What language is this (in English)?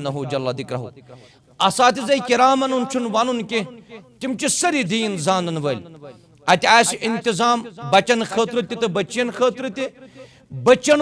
Kashmiri